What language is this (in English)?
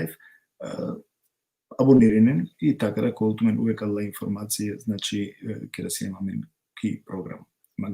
Balkan Romani